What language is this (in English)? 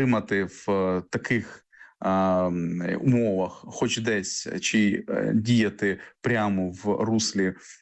Ukrainian